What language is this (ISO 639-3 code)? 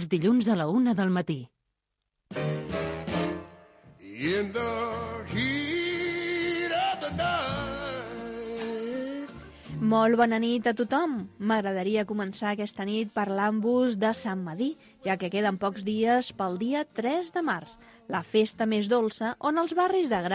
cat